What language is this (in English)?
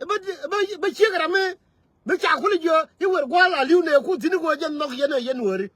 Nuer